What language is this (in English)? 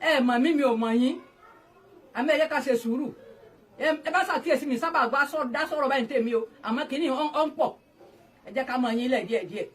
Yoruba